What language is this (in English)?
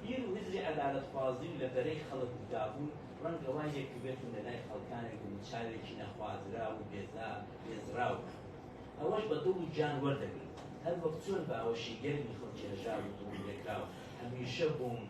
Central Kurdish